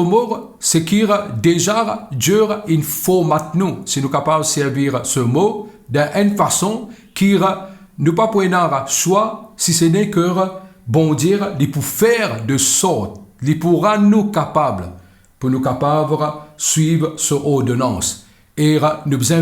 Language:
Morisyen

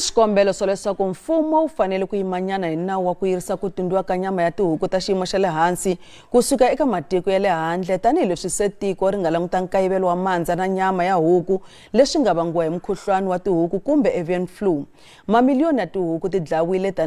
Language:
Tsonga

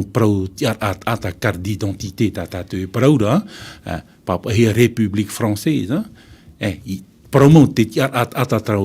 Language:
Tahitian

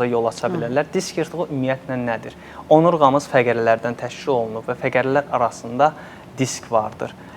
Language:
Azerbaijani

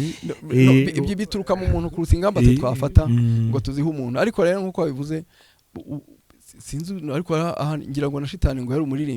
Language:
Kinyarwanda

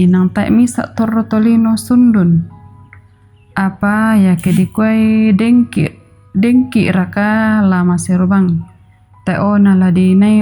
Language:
Toraja-Sa'dan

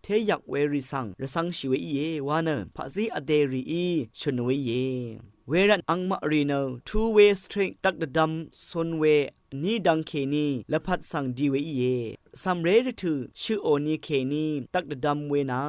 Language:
Rawang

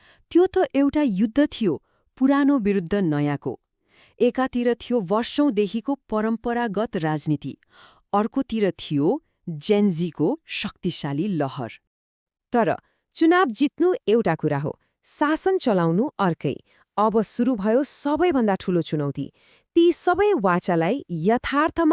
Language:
Nepali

